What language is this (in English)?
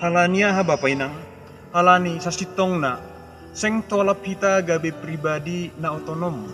Batak Simalungun